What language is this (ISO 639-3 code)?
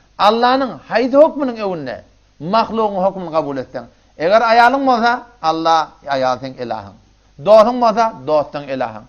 tuk